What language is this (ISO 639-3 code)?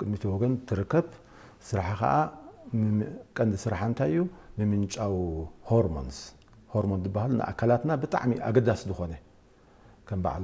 tir